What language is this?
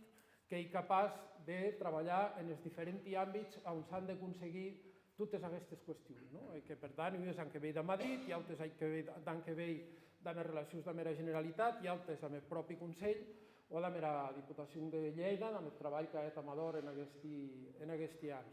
Occitan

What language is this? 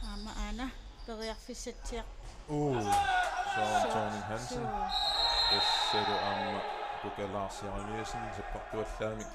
Kalaallisut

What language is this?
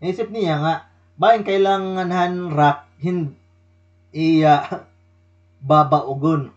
Waray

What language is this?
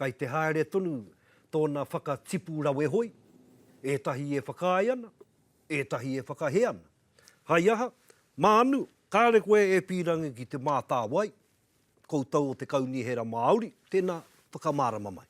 Māori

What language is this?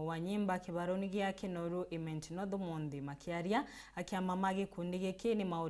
Meru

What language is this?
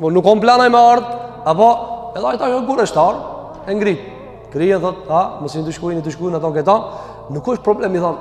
Albanian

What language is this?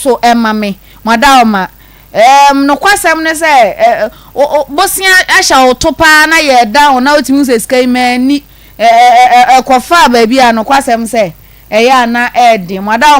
Akan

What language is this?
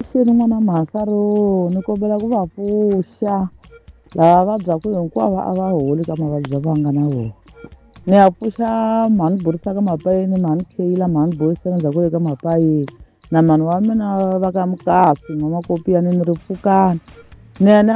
Tsonga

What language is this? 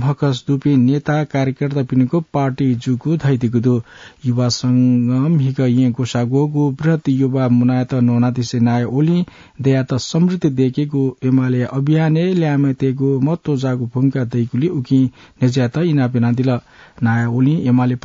Newari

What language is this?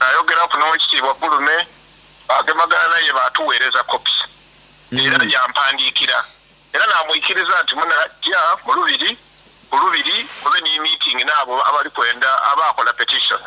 Soga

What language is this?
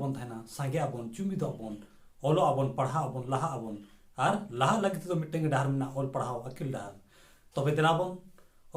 Santali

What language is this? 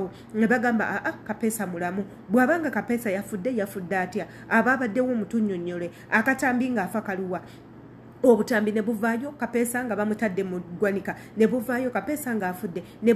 Ganda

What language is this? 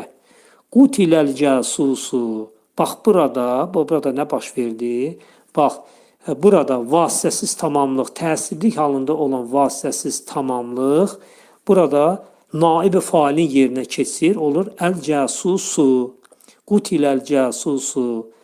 Azerbaijani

